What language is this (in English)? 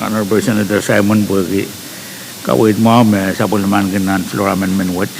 Pohnpeian